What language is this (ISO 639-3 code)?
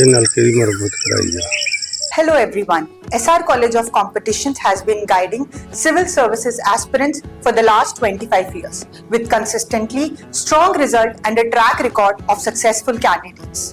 doi